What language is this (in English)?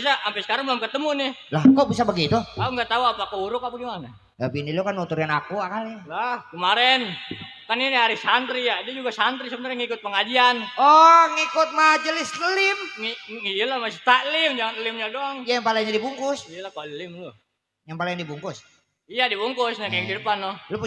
Betawi